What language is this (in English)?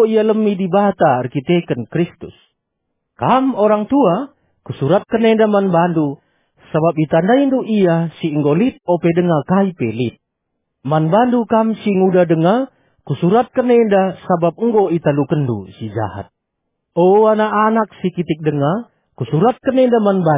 Batak Karo